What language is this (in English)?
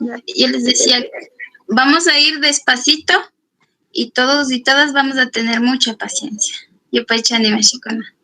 Chimborazo Highland Quichua